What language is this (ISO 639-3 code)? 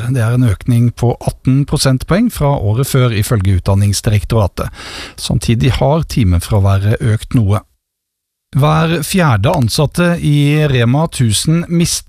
nor